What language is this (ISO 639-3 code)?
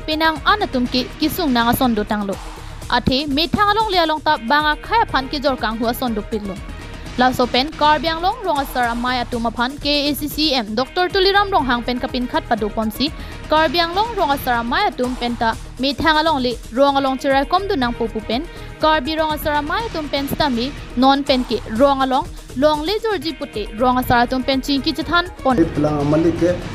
mjw